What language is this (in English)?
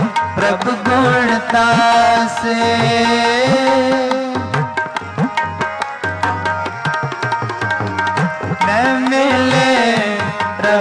Hindi